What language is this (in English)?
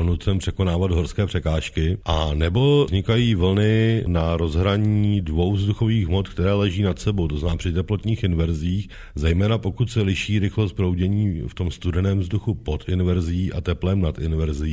Czech